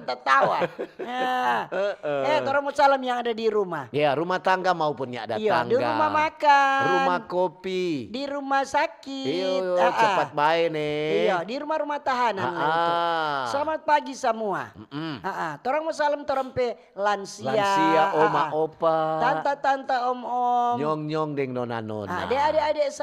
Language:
Manado Malay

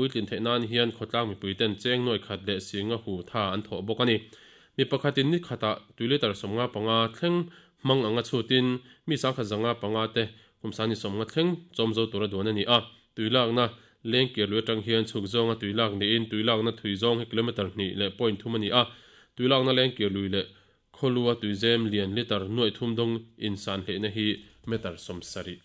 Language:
Mizo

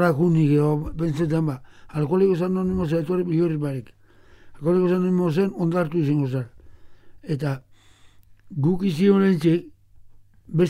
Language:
Basque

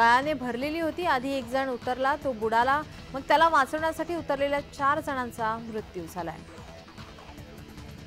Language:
Marathi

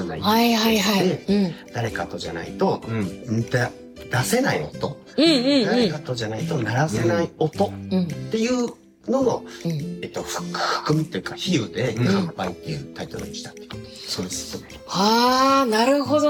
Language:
Japanese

